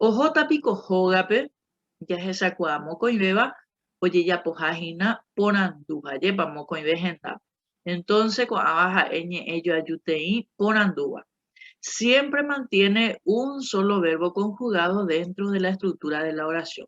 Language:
Guarani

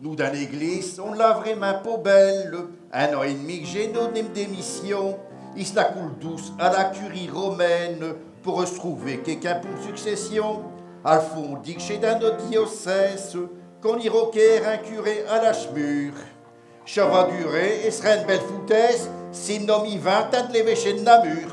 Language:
Picard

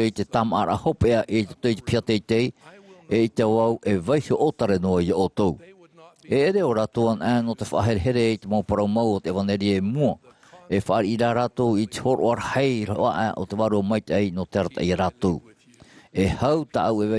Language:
Tahitian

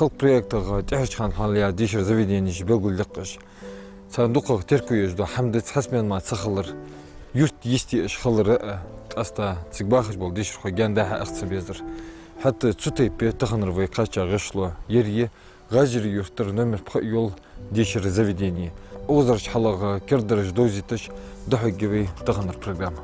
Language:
Ingush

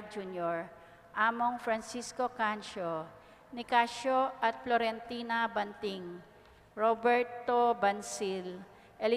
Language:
Pampanga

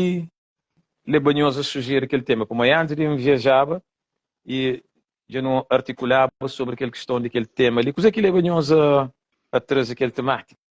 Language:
Kabuverdianu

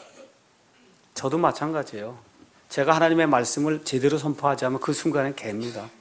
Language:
Korean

